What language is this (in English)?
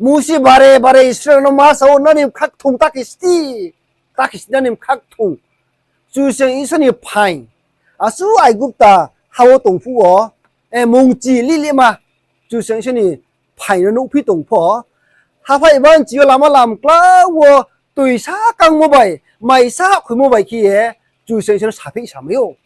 Riang (India)